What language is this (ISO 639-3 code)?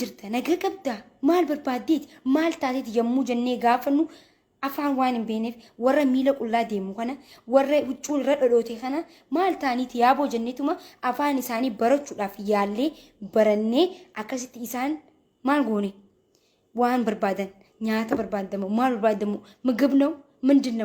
orm